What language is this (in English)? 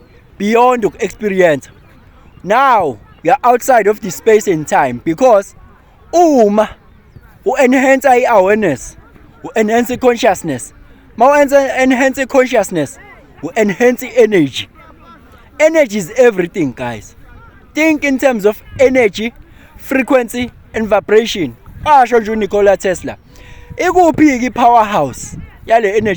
Zulu